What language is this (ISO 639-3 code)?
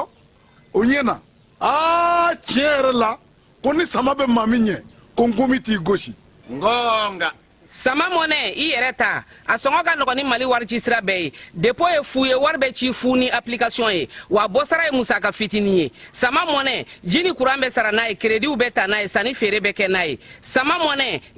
bam